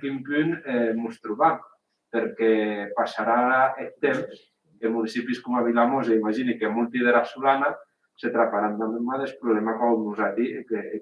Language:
Occitan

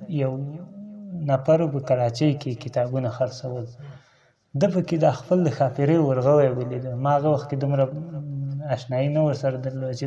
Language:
Pashto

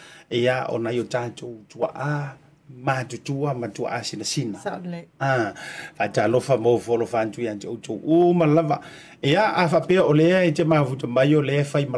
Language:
Samoan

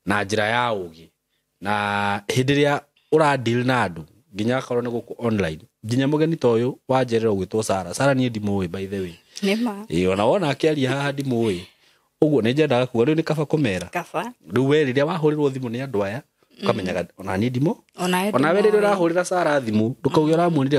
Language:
Kikuyu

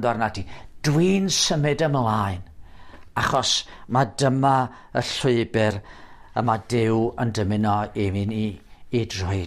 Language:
Welsh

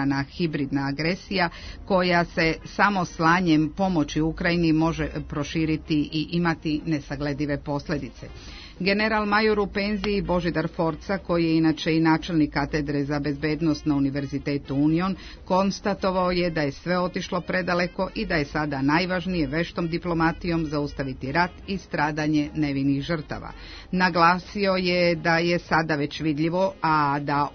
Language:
Serbian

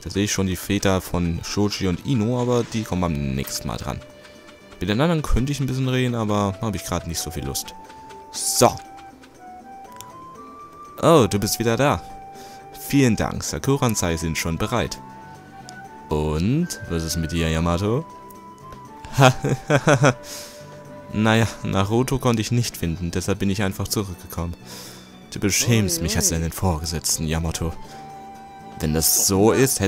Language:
German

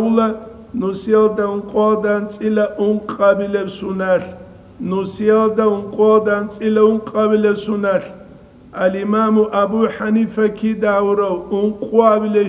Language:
Avaric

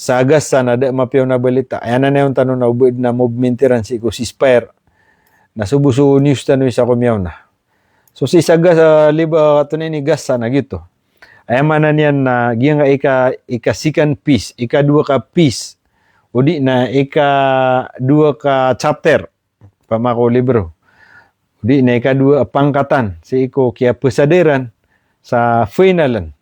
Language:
Maranao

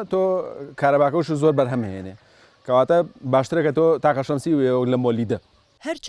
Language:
Central Kurdish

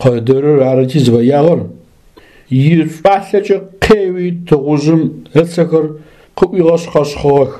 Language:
Adyghe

